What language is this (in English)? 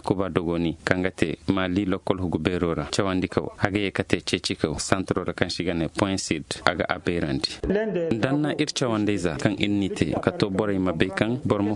Zarma